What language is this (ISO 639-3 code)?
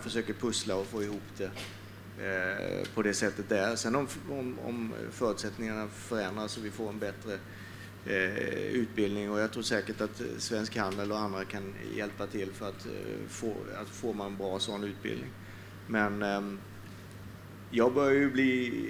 swe